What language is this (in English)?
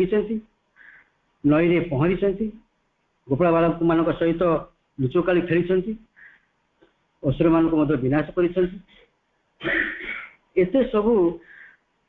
Odia